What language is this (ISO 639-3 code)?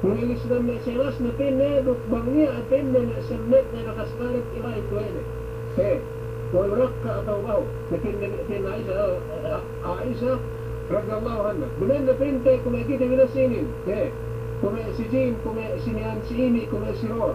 yka